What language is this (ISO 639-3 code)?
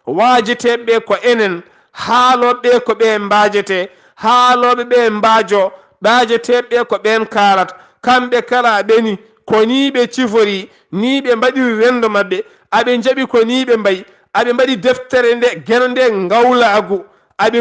ful